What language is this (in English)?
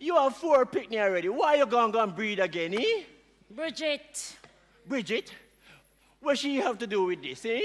Jamaican Creole English